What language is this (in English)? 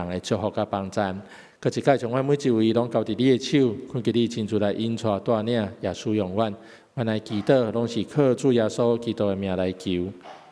Min Nan Chinese